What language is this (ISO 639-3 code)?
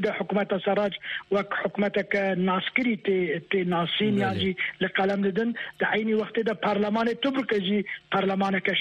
kur